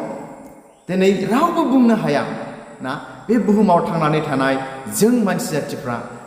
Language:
Bodo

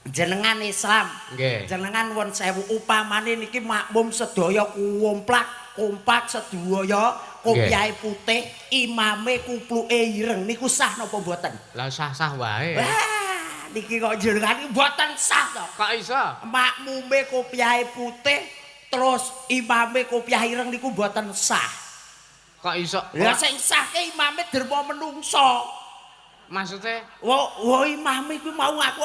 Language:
Javanese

